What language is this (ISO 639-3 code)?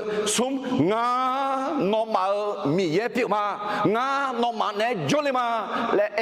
ahk